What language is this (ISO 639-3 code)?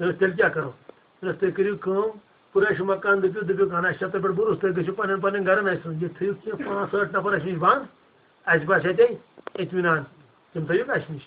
kas